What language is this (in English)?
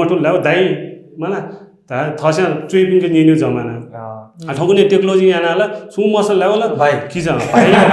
Newari